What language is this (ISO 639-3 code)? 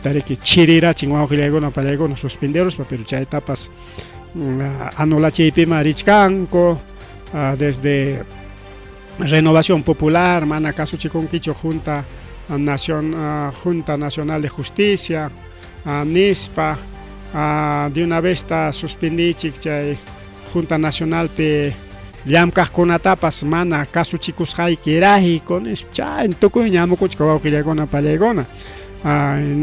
quy